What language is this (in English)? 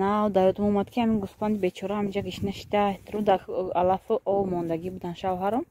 Tajik